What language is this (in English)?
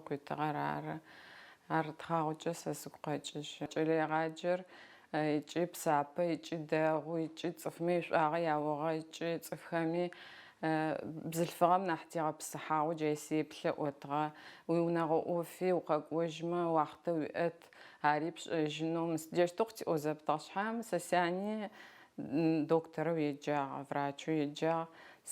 Adyghe